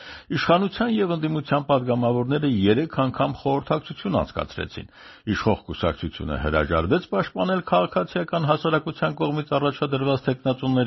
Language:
Armenian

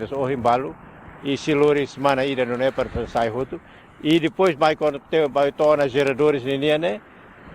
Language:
Tetum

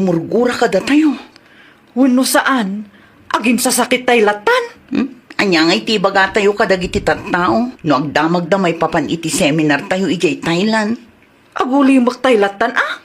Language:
Iloko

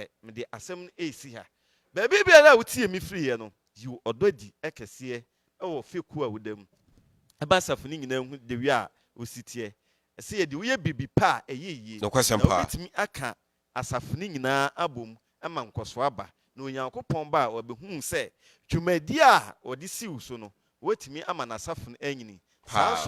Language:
Akan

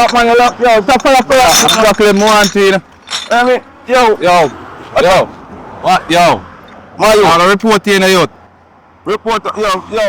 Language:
Jamaican Creole English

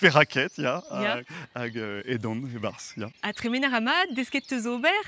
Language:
Breton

